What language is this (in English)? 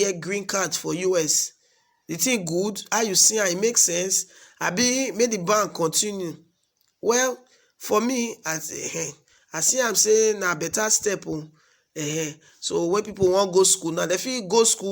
Nigerian Pidgin